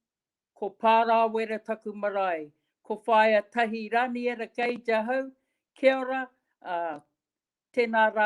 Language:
Māori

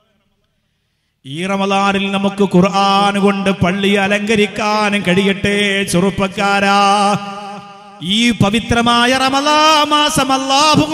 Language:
Malayalam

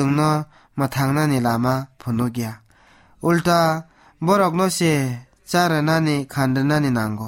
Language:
Kok Borok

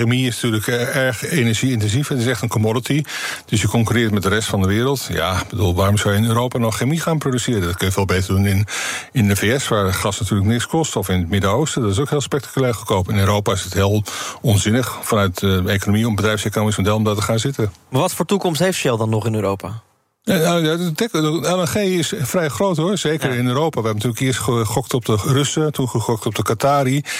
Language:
Dutch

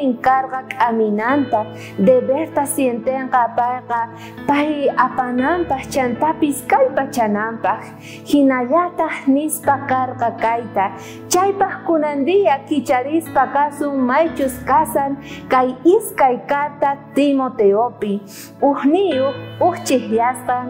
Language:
South Bolivian Quechua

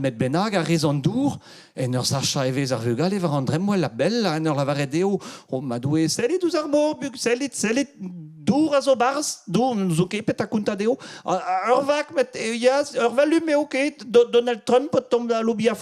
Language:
Breton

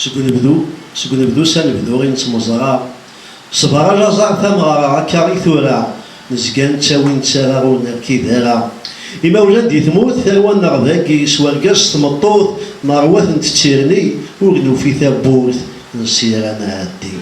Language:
Kabyle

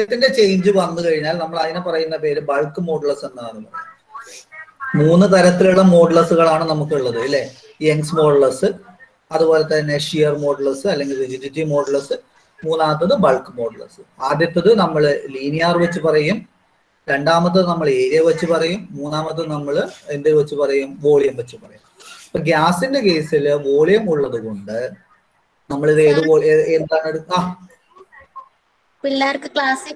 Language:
Malayalam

